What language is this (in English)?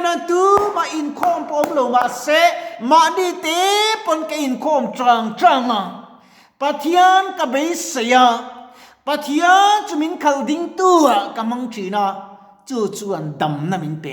Mizo